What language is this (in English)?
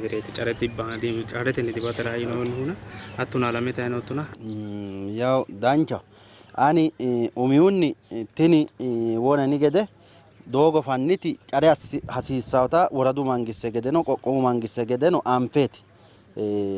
Sidamo